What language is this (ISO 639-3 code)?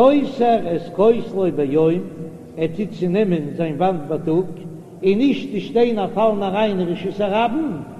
yid